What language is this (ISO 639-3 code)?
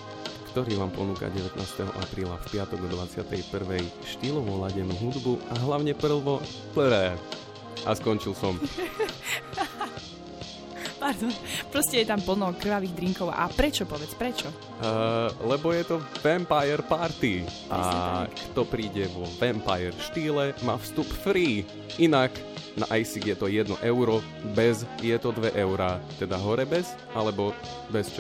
slk